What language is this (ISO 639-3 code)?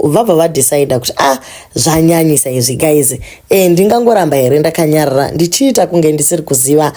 sna